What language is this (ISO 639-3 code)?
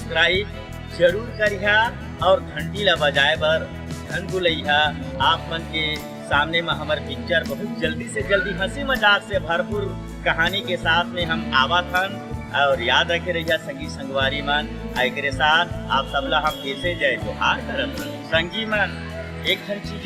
hne